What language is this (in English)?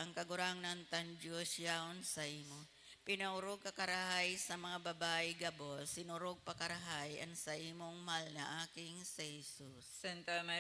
Bikol